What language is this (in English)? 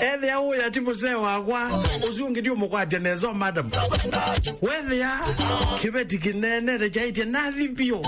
Kamba